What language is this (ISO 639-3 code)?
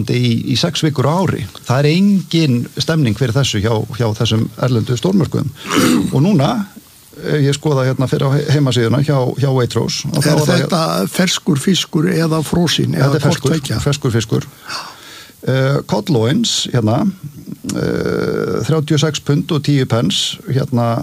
isl